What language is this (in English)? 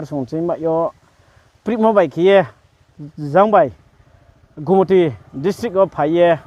Riang (India)